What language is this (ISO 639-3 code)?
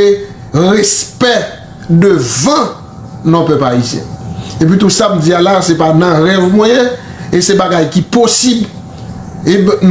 hat